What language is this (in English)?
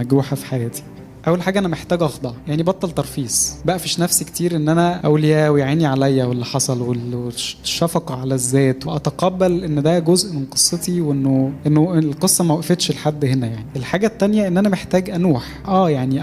Egyptian Arabic